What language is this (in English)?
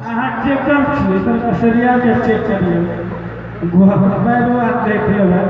Maithili